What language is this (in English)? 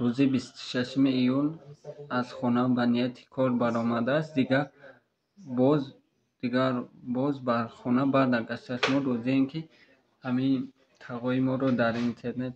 Tajik